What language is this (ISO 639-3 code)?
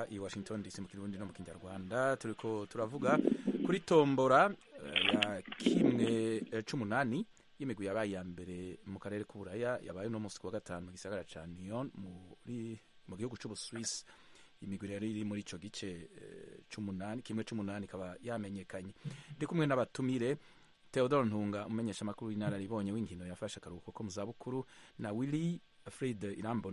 run